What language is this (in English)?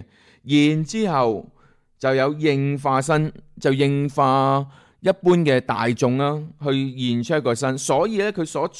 Cantonese